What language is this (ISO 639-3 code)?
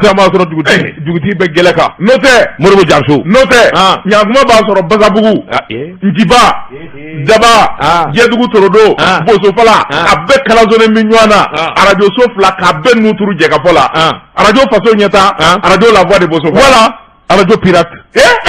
bam